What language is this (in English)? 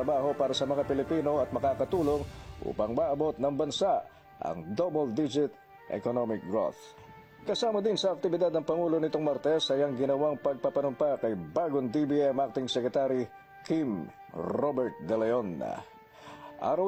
Filipino